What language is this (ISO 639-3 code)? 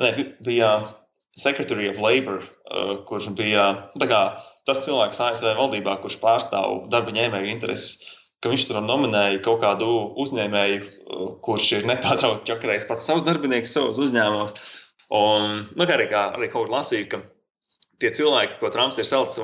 lav